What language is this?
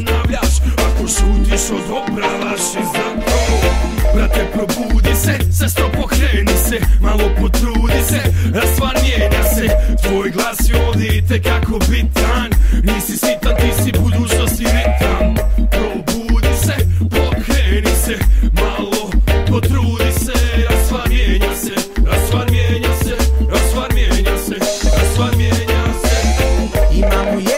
Croatian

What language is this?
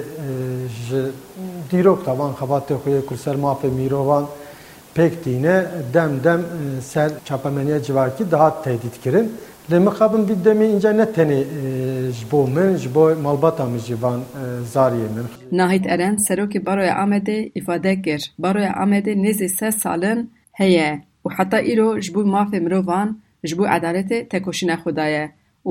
Kurdish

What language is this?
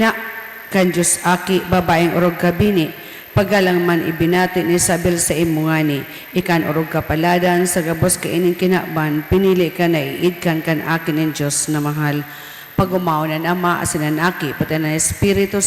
Bikol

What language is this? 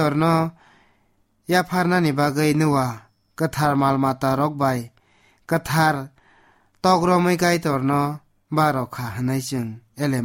Kok Borok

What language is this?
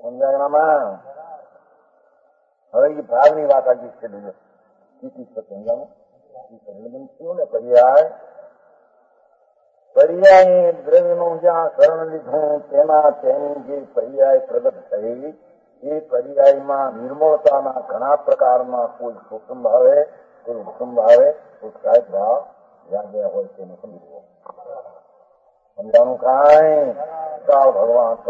Gujarati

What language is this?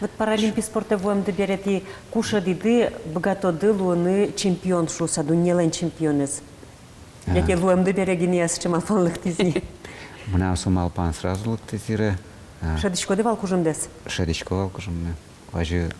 Udmurt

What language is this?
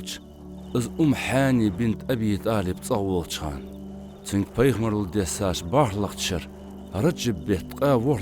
Ingush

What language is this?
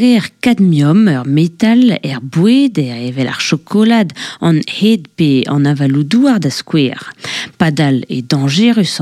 Breton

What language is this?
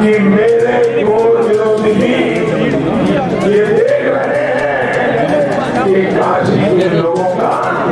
Hindi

